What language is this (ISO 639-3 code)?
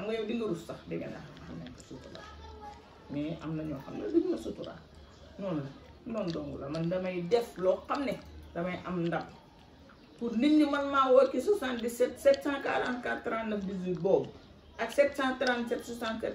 wol